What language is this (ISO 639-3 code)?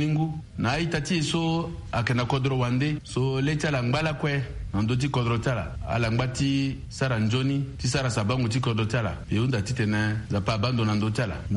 sag